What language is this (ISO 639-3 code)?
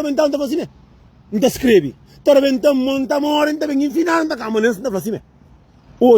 kea